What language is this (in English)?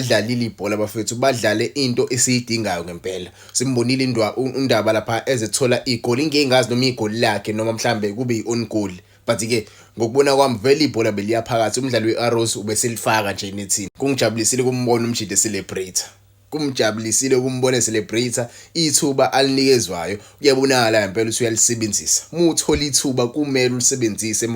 Zulu